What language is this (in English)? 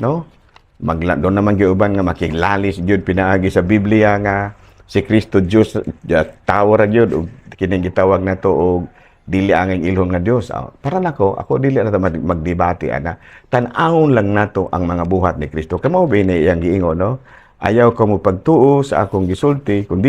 Cebuano